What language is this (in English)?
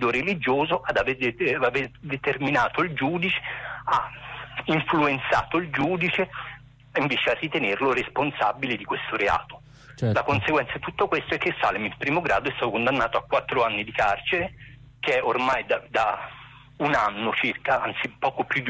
Italian